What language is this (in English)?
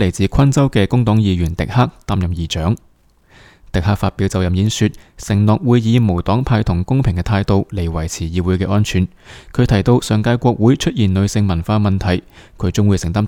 Cantonese